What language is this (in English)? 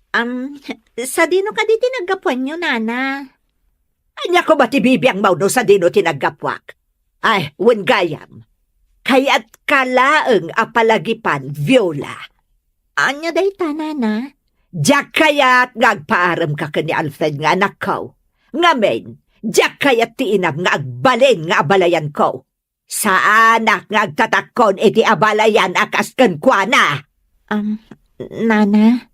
Iloko